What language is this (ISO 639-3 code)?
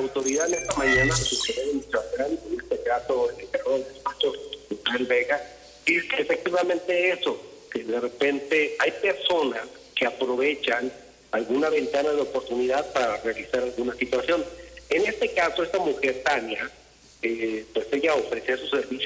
spa